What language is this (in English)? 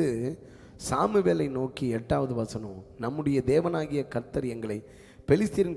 Tamil